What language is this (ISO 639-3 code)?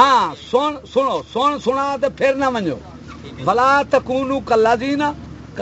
skr